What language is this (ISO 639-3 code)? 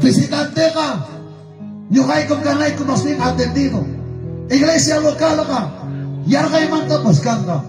quy